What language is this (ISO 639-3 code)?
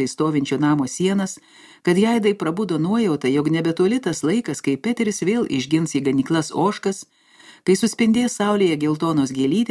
lit